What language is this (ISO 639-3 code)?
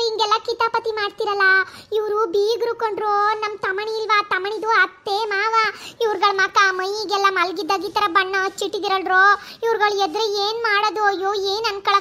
kan